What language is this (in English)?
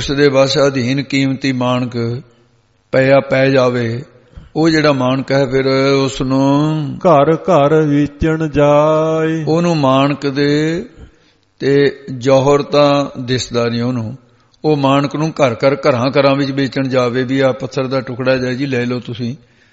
Punjabi